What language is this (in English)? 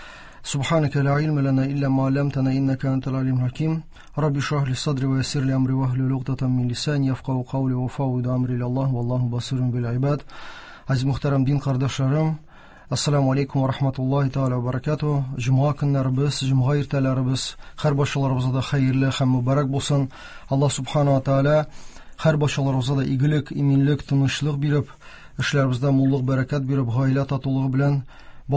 Tatar